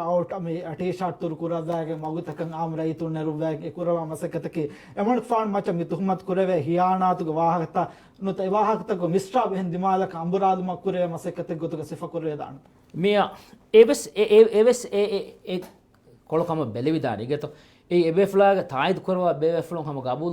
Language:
Divehi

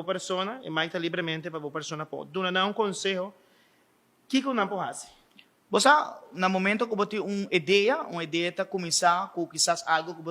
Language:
Papiamento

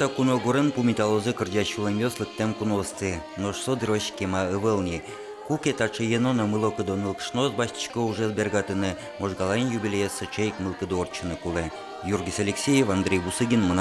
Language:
Udmurt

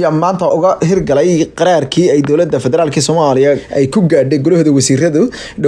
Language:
Somali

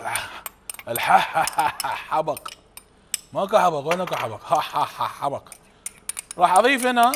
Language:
Mesopotamian Arabic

